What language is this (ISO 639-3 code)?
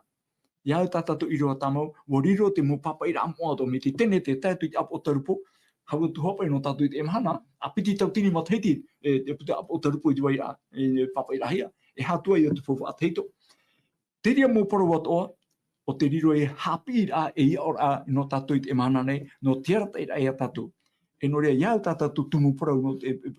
tah